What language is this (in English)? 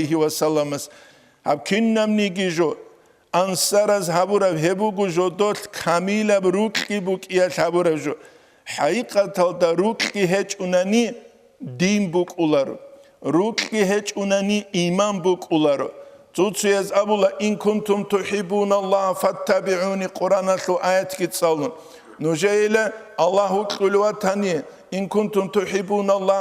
Avaric